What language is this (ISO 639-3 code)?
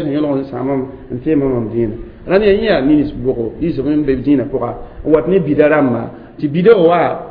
mos